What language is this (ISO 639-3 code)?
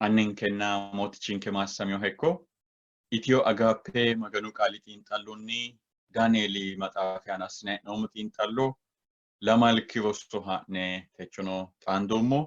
sid